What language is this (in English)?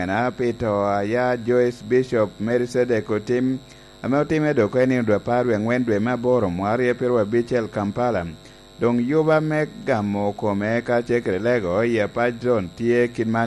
Lango (Uganda)